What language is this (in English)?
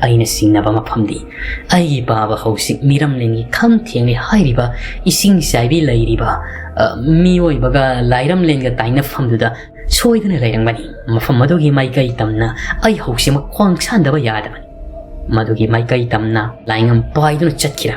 Manipuri